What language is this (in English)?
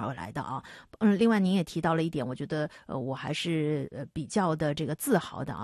Chinese